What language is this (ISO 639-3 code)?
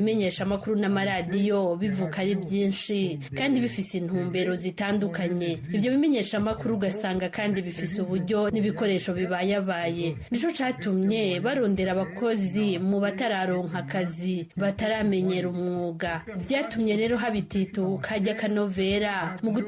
run